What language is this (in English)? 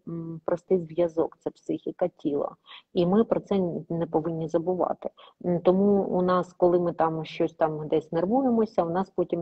Ukrainian